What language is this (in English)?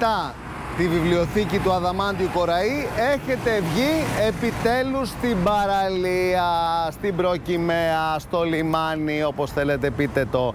Greek